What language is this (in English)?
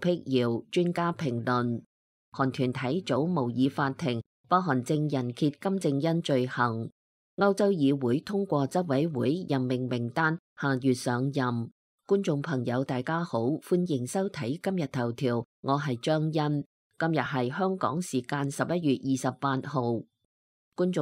Cantonese